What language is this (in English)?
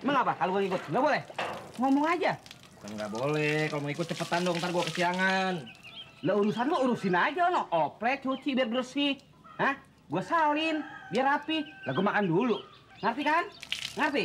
Betawi